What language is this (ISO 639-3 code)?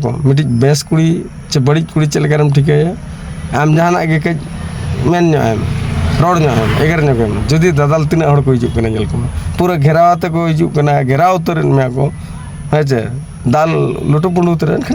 sat